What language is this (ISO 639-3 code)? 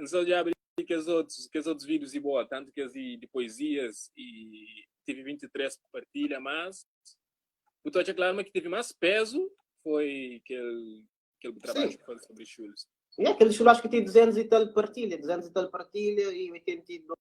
kea